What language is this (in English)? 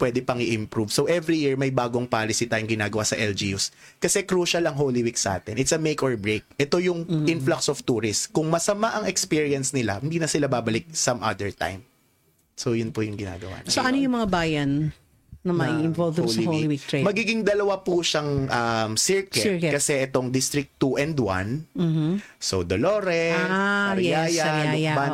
Filipino